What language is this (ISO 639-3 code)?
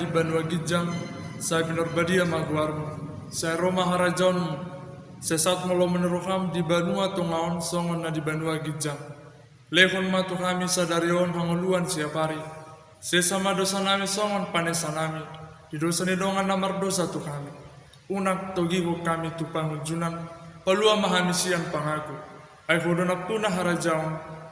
bbc